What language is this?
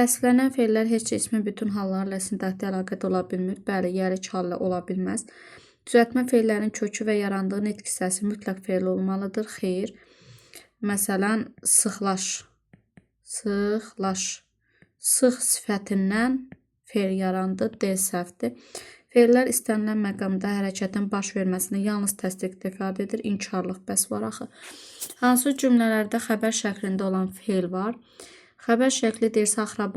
Azerbaijani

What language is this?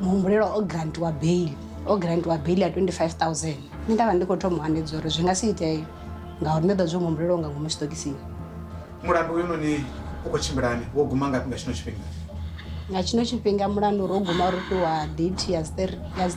Venda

